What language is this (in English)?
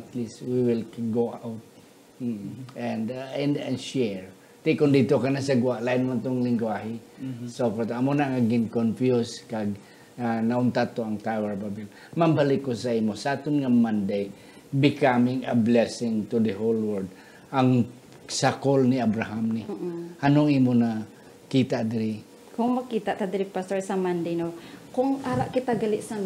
Hiligaynon